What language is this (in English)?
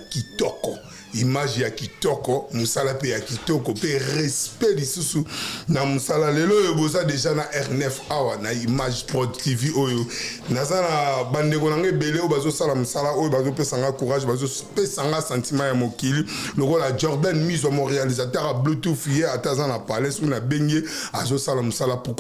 Lingala